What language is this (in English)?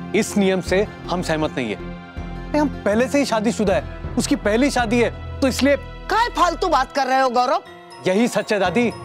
Hindi